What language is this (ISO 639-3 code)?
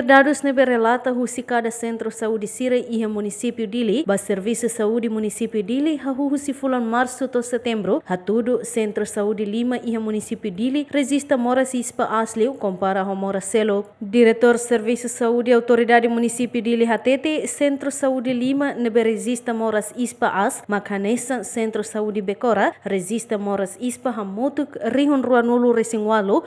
tet